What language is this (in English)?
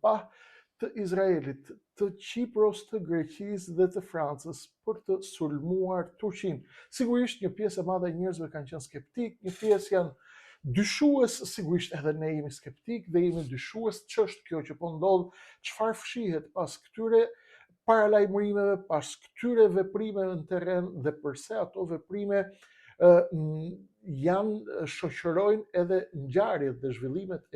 Albanian